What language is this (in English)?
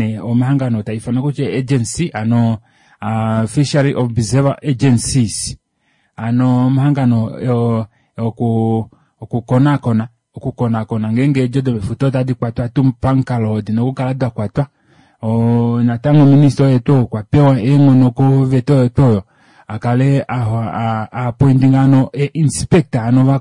Kuanyama